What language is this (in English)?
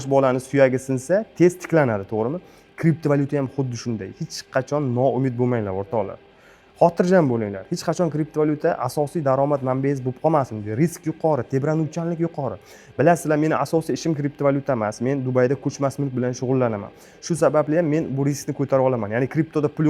Uzbek